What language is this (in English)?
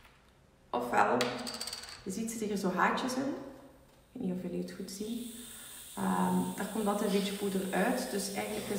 Dutch